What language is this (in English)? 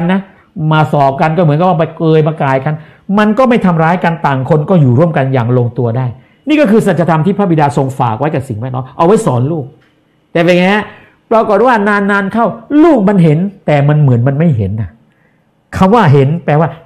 Thai